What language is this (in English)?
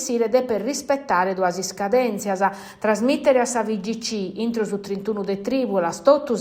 Sardinian